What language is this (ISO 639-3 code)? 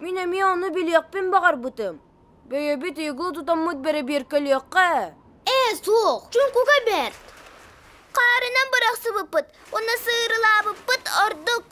sah